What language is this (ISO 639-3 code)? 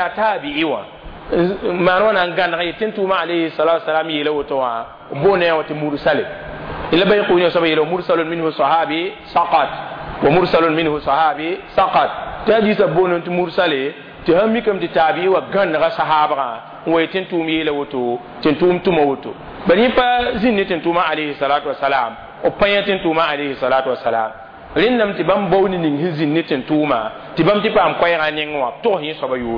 mos